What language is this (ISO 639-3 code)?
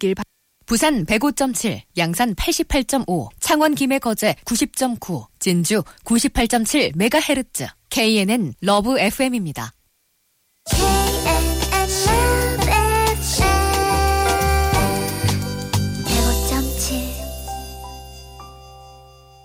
kor